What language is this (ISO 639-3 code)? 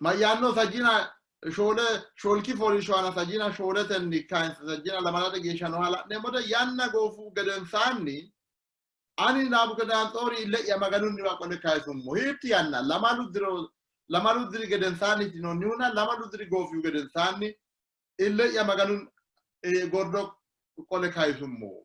sid